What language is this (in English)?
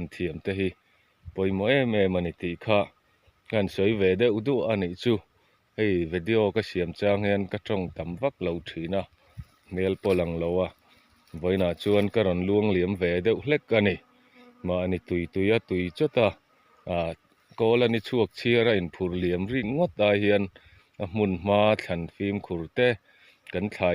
Mizo